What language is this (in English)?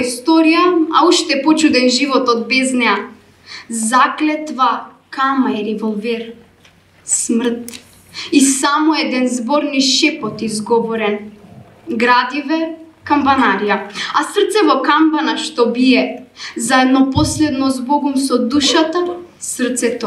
Macedonian